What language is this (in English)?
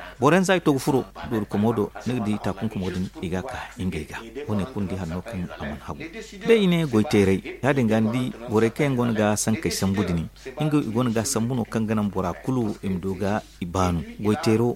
Zarma